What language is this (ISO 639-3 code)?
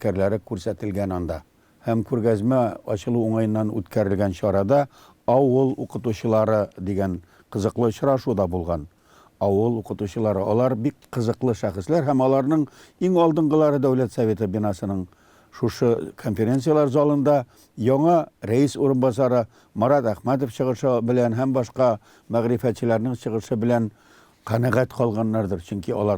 tat